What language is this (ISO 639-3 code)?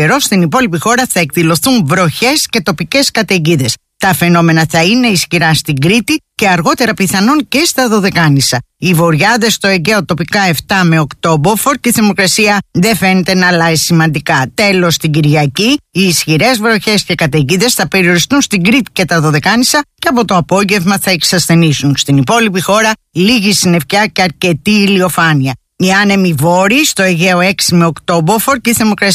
ell